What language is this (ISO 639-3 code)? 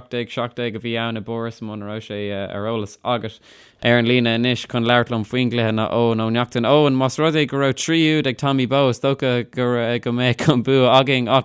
gle